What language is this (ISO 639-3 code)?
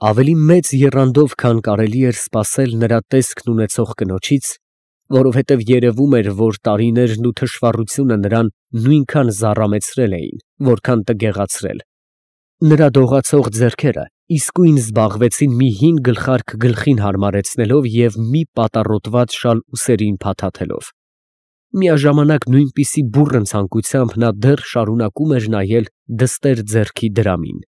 hye